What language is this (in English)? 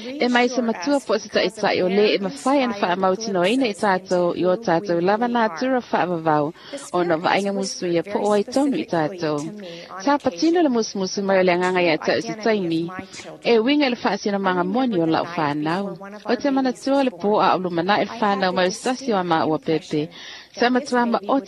Samoan